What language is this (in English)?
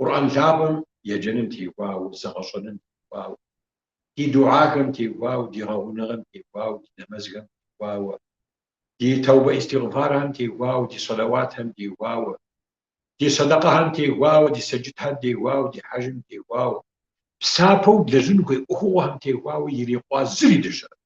Kabardian